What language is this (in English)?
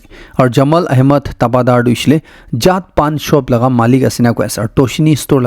Naga Pidgin